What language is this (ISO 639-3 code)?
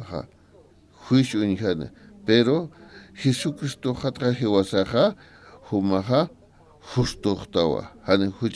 aym